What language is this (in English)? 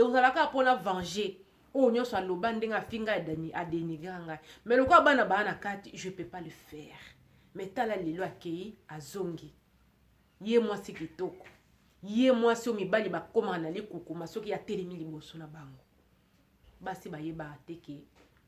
Lingala